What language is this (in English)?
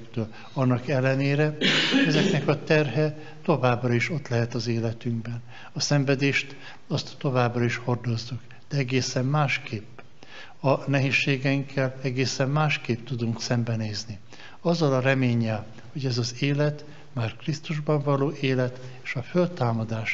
Hungarian